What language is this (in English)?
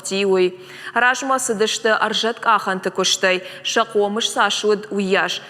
Ossetic